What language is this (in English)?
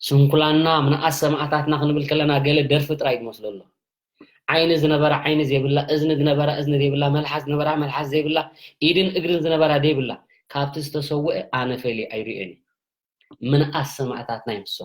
Tigrinya